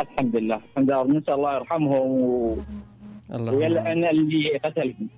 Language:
Mesopotamian Arabic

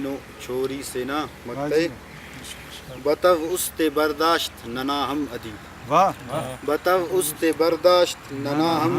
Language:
Brahui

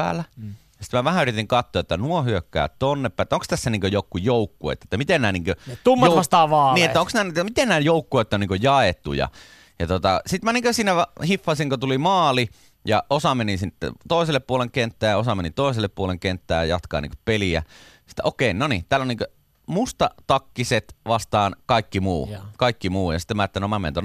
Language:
Finnish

